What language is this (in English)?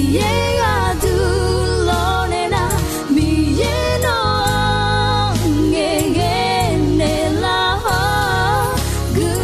Akha